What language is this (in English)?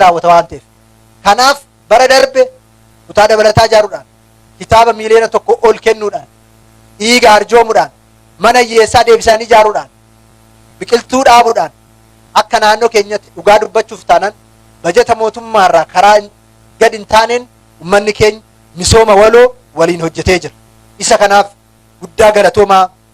Oromo